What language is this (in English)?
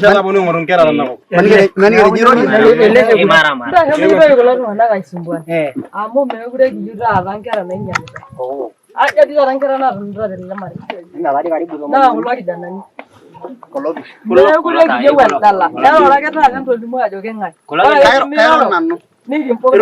Masai